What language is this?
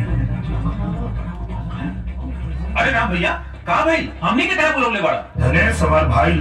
Bhojpuri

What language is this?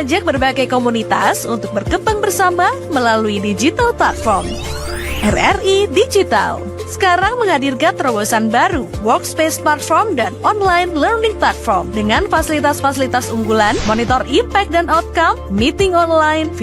Manado Malay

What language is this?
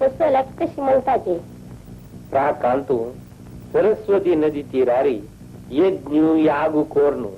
Konkani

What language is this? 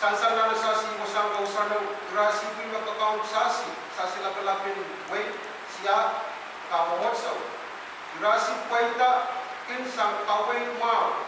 Pohnpeian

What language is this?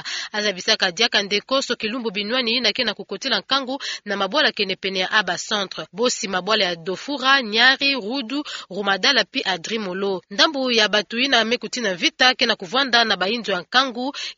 Kituba (Democratic Republic of Congo)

